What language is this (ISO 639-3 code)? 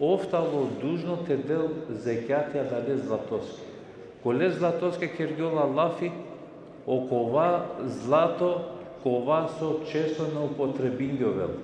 rmn